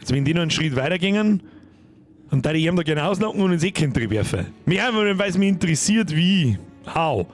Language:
Bavarian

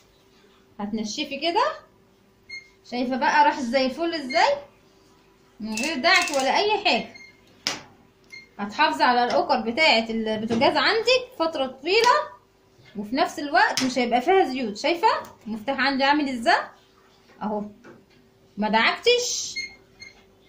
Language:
Egyptian Arabic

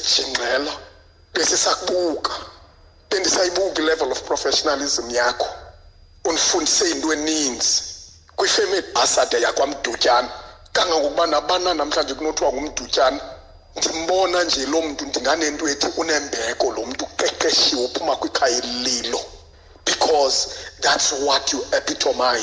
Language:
Xhosa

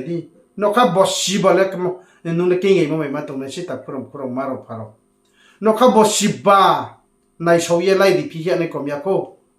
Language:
Riang (India)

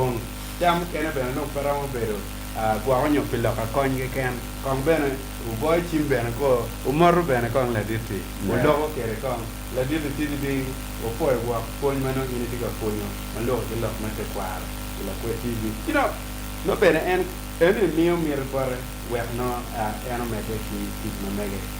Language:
Acoli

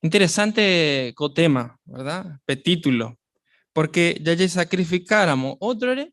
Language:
Guarani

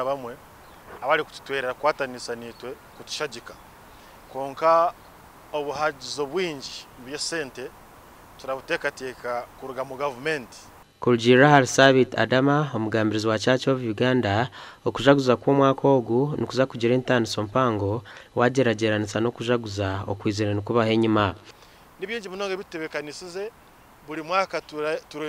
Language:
Nyankole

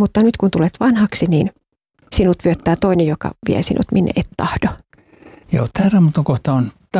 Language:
Finnish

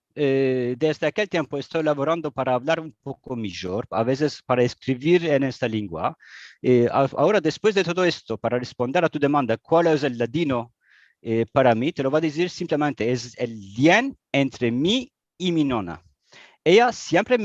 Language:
Ladino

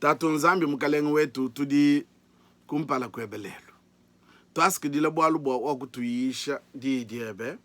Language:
Luba-Lulua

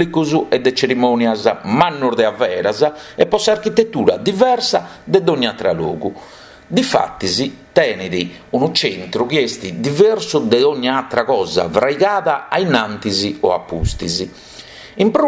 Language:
Sardinian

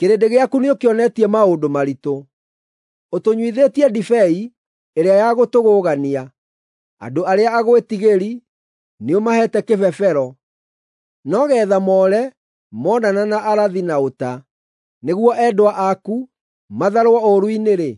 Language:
Kikuyu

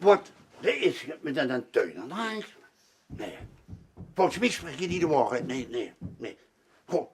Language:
Limburgish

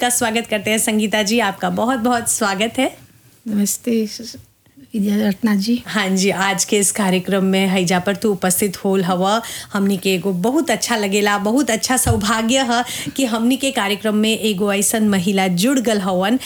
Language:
Bhojpuri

